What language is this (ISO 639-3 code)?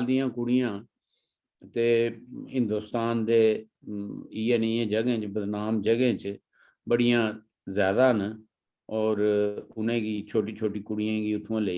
doi